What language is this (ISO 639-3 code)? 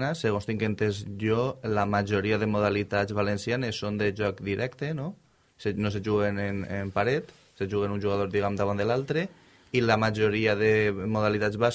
cat